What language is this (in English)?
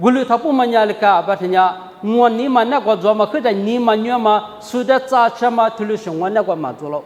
Lisu